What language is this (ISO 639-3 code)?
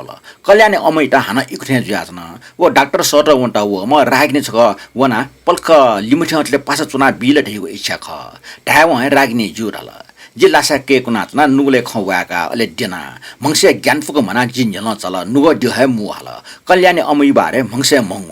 new